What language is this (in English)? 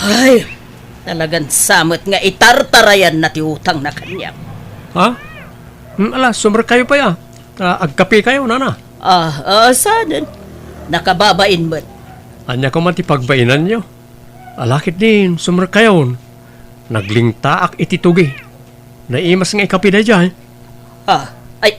Iloko